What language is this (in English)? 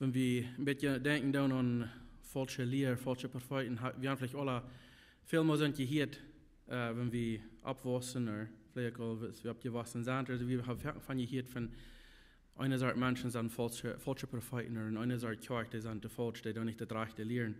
Plautdietsch